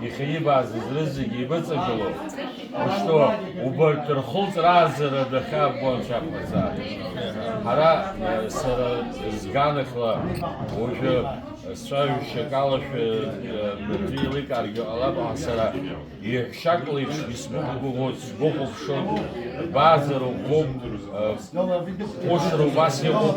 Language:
Abkhazian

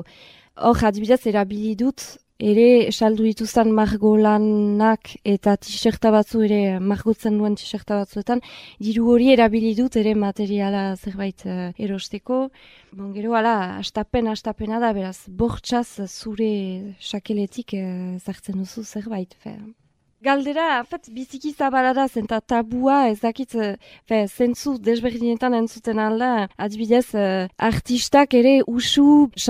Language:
Basque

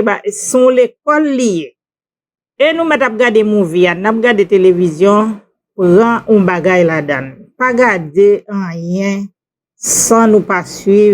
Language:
Haitian Creole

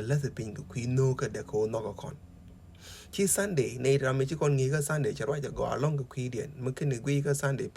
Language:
Nuer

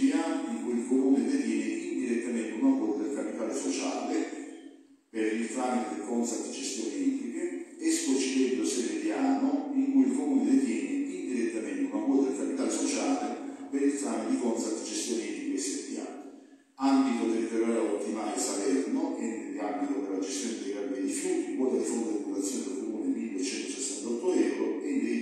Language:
Italian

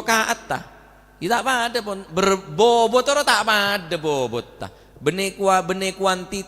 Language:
Madurese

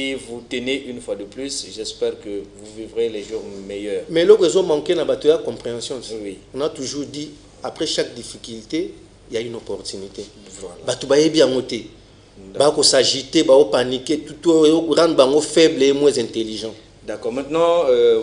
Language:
French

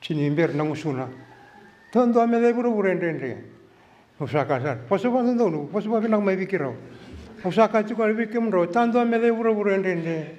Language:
Fijian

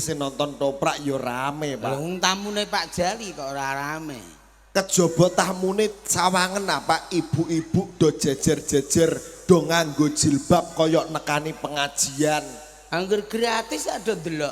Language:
Javanese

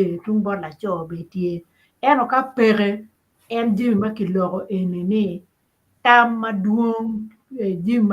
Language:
Acoli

